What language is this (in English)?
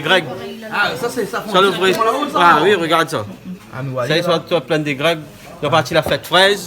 Réunion Creole French